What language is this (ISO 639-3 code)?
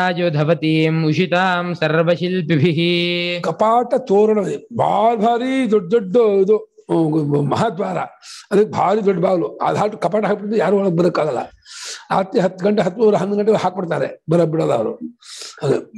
kan